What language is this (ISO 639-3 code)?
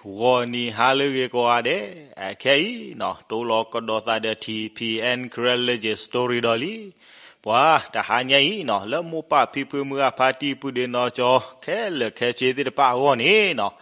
ksw